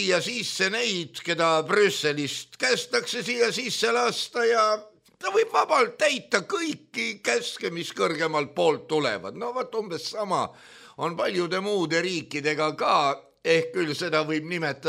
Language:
Estonian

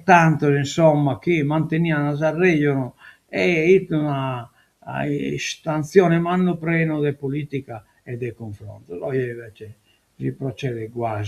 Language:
Sardinian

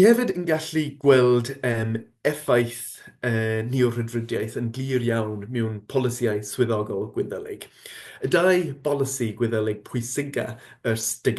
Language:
Welsh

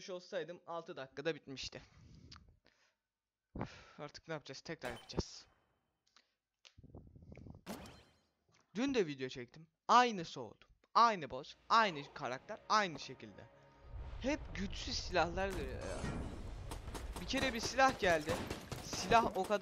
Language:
Turkish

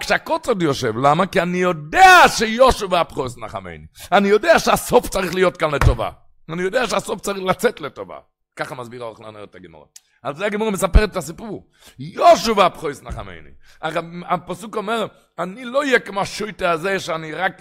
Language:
Hebrew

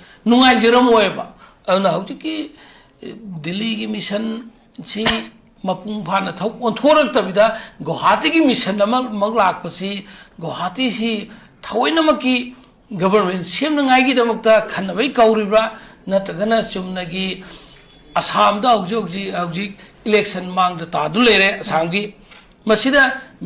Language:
Manipuri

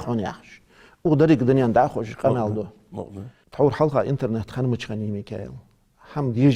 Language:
Ingush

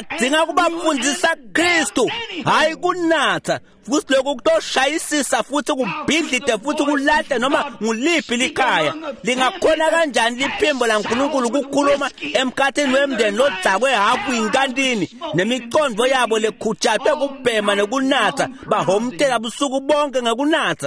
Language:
Swati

